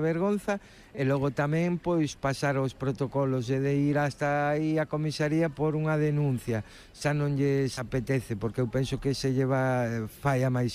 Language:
Galician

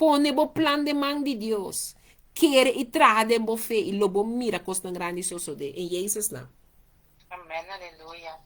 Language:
Papiamento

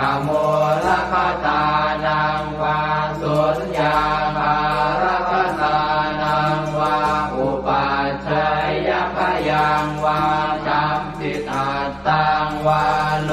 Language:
Pali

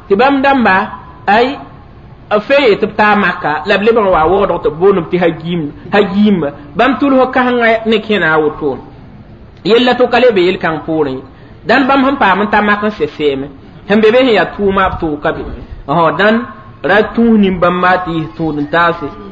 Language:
Mossi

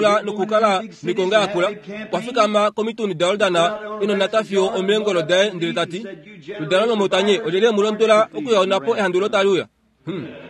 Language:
Kuanyama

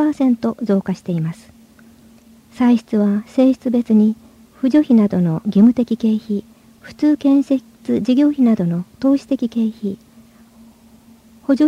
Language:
Japanese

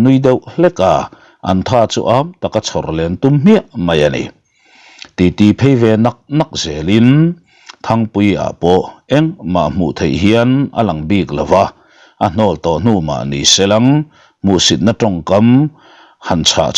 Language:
Mizo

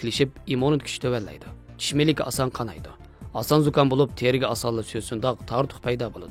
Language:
Uyghur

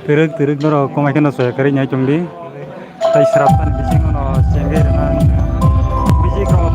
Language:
Kok Borok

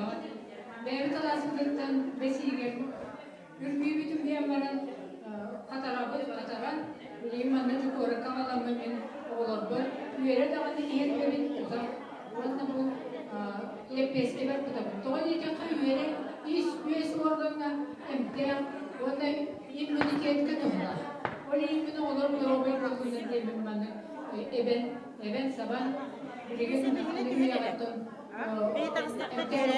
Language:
Yakut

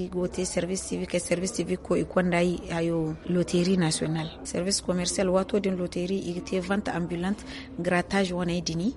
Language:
Zarma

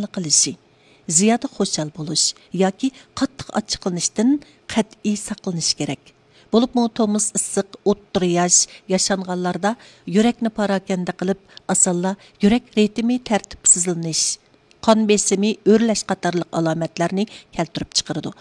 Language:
Uyghur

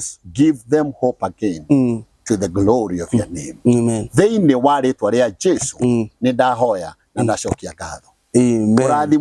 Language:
Kikuyu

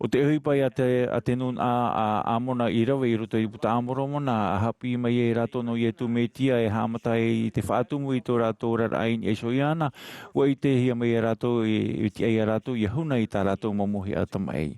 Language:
Tahitian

